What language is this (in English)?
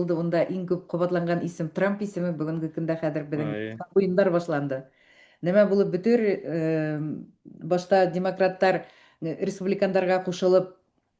Bashkir